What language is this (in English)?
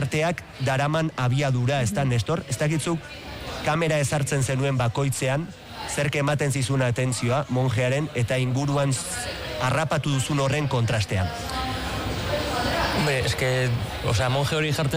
Basque